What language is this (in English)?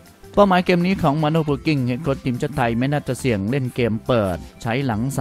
Thai